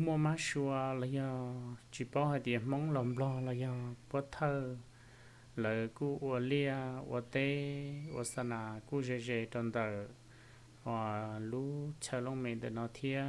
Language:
Hmong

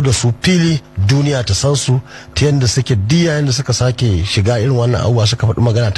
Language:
Hausa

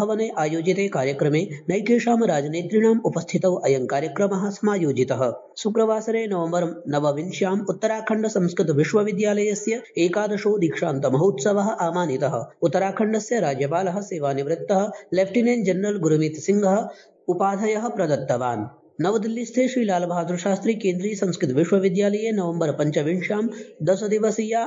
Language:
Sanskrit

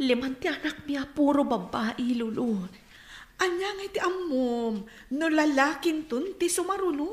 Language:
Iloko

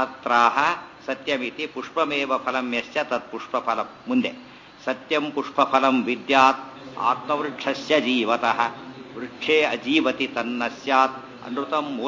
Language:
Kannada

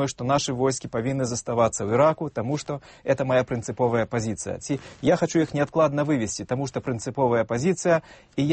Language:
Belarusian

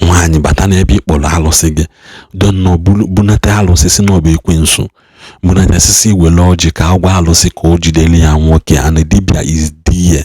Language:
Igbo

